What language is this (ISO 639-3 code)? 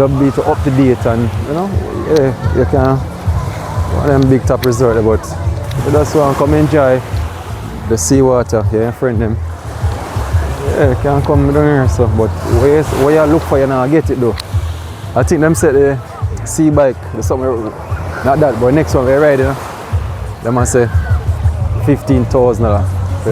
jam